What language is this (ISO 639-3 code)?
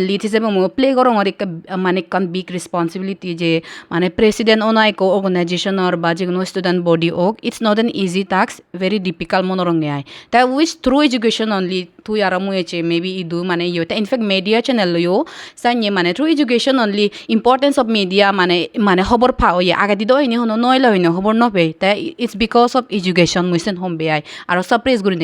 ccp